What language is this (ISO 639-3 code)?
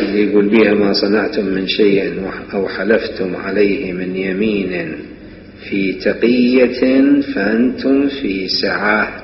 acm